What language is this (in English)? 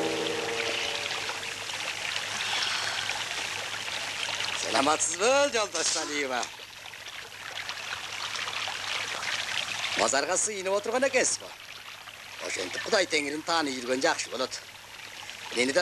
Kyrgyz